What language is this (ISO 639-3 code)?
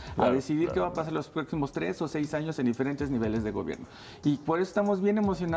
spa